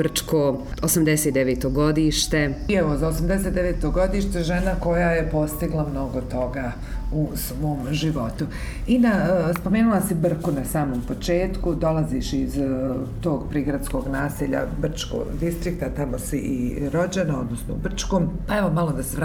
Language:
Bosnian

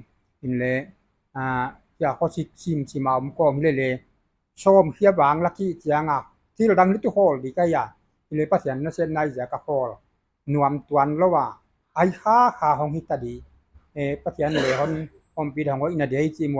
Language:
Paite Chin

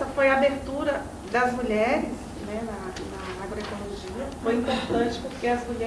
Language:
Portuguese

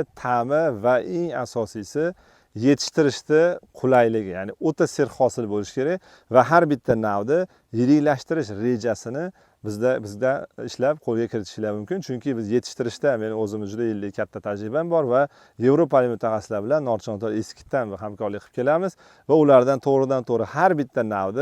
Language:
Uzbek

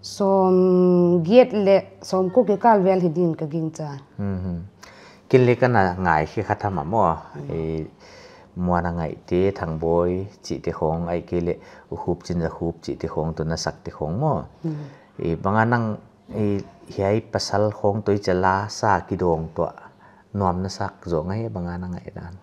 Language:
Paite Chin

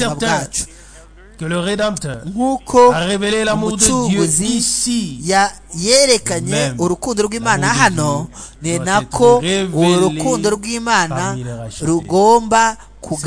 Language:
Kinyarwanda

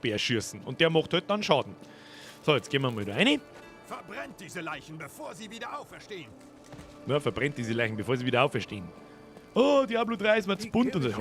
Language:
Bavarian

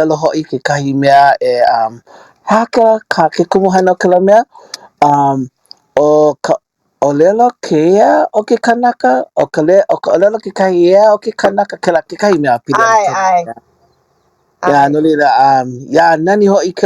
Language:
Hawaiian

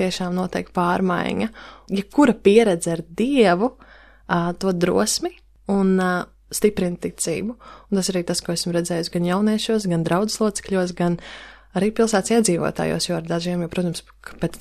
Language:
Latvian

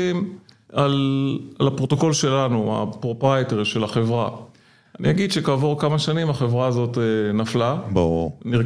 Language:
Hebrew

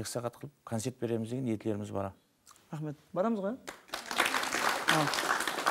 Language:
Kara-Kalpak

